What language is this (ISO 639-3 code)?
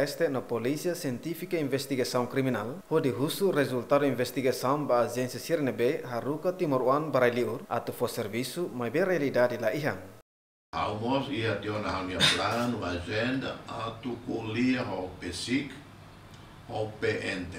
tet